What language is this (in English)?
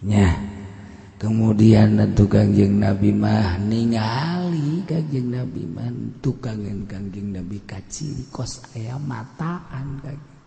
Sundanese